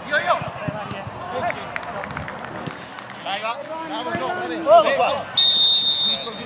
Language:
Italian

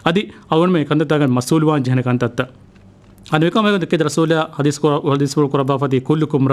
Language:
Divehi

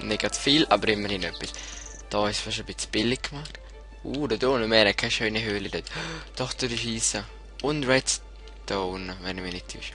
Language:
Swiss German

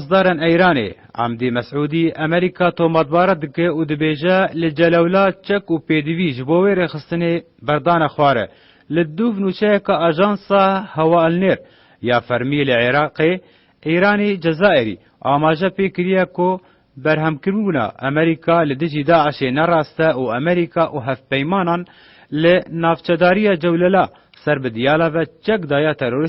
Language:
Kurdish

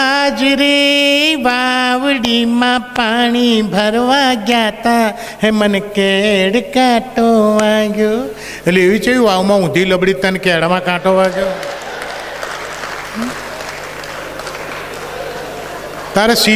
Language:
Gujarati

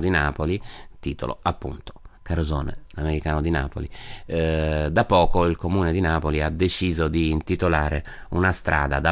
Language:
Italian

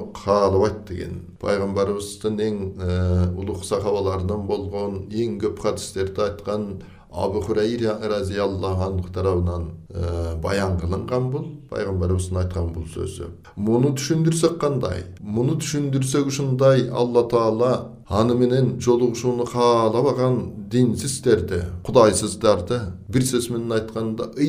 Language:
Kyrgyz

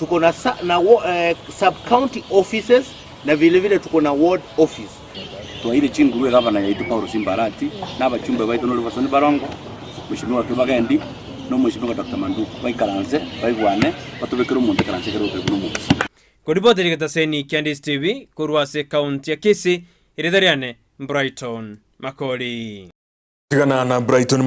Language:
Gusii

